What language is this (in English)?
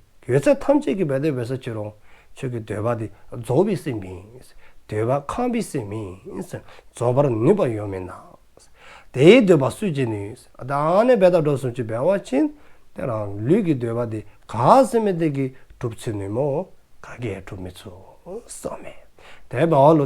Dzongkha